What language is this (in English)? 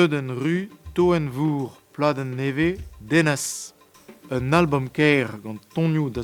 Breton